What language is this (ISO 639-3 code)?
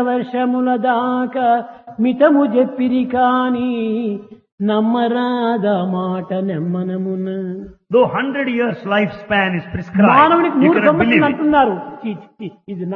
tel